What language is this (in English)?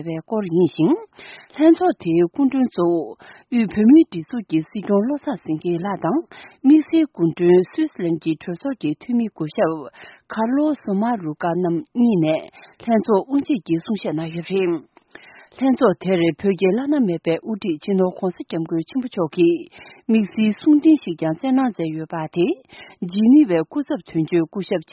Tibetan